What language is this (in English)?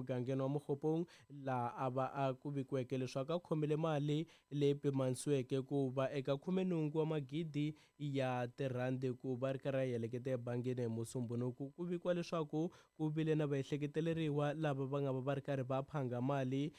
Tsonga